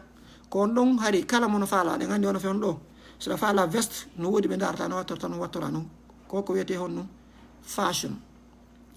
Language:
Fula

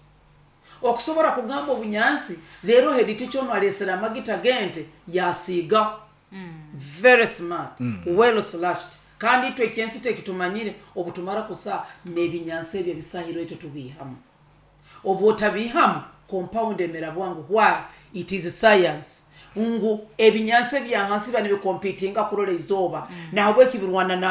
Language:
Nyoro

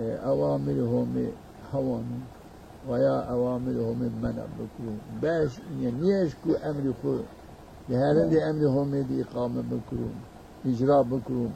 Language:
Zaza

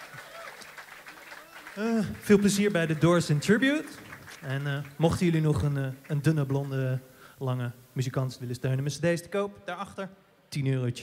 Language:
Dutch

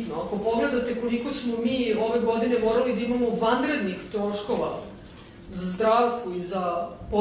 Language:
Serbian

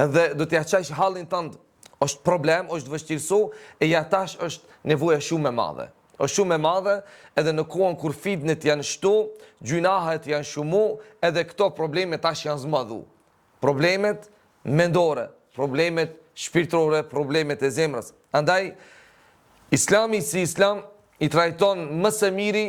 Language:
Albanian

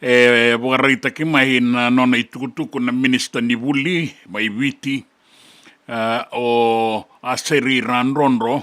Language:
Fijian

